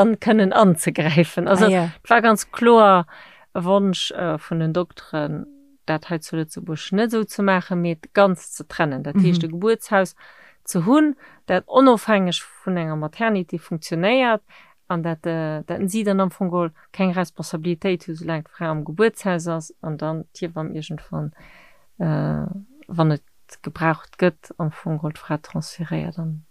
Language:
Luxembourgish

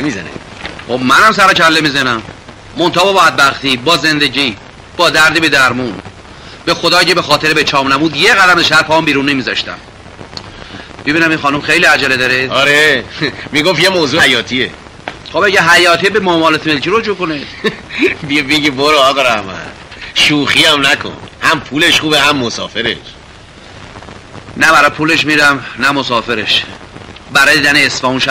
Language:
Persian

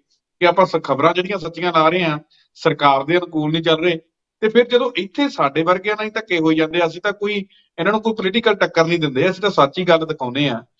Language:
Punjabi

